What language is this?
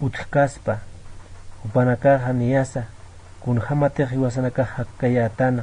Aymara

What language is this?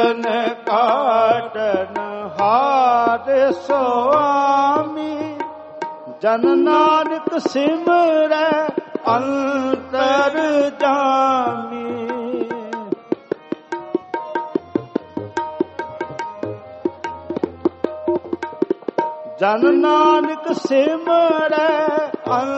Punjabi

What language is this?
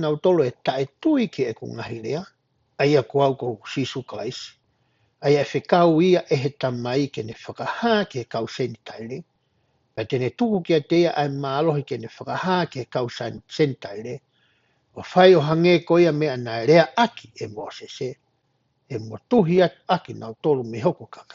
Tongan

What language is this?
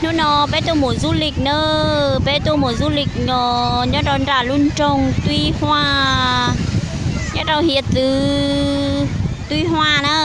Hmong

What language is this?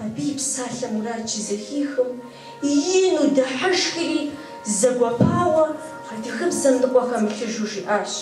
Kabardian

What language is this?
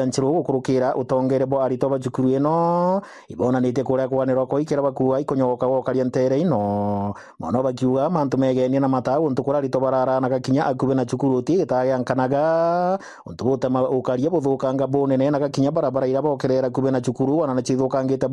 Meru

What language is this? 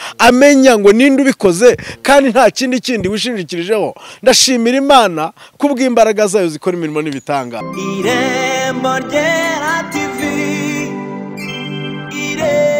Kinyarwanda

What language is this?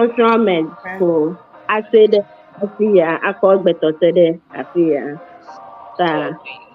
Ewe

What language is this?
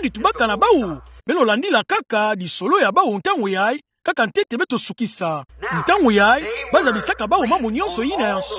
Kituba (Democratic Republic of Congo)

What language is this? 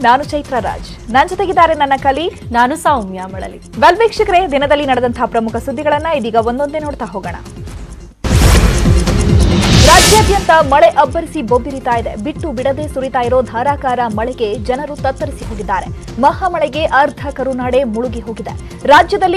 Kannada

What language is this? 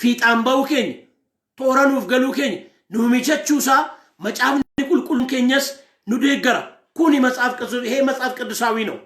Oromo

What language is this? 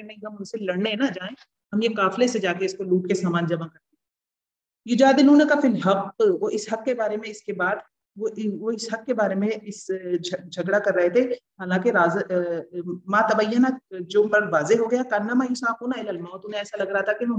Urdu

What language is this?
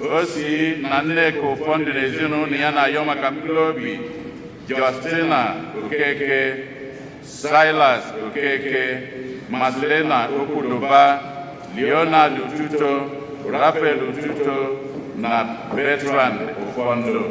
Igbo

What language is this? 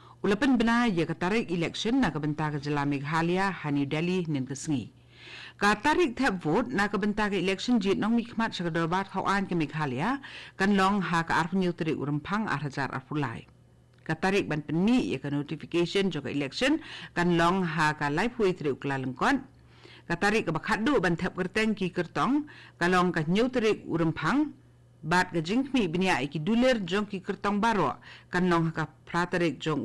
Khasi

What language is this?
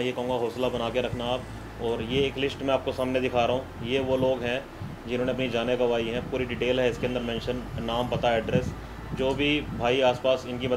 Hindi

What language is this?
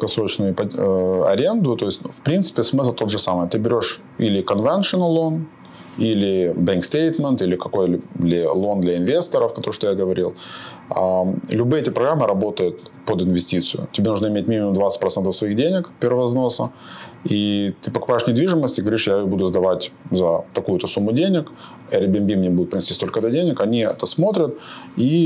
Russian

